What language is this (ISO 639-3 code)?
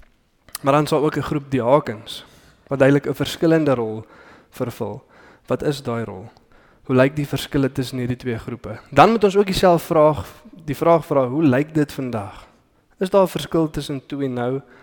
afr